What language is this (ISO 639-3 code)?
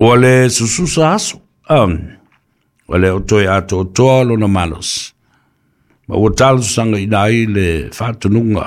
smo